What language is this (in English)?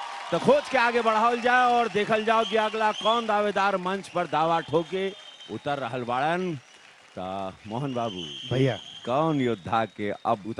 Bhojpuri